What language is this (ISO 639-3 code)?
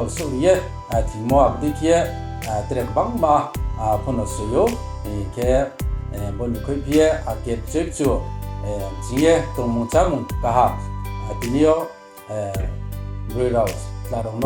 ria